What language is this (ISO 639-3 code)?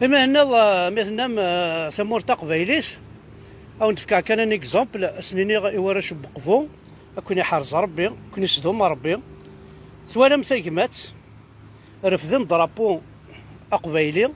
kab